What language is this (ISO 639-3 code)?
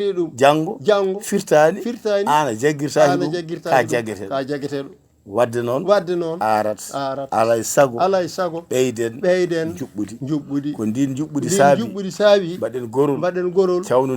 ful